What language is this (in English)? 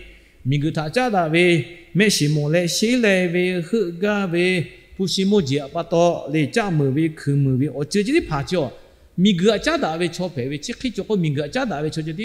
Lahu